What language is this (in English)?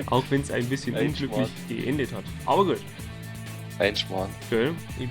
Bavarian